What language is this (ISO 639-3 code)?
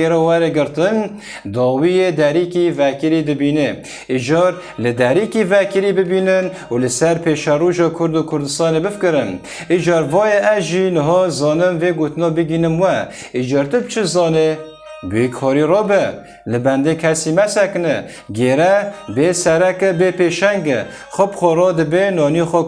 kur